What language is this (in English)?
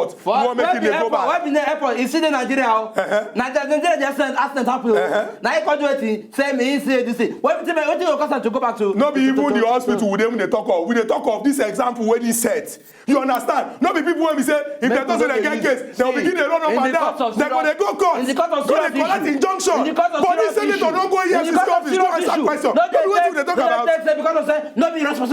Nigerian Pidgin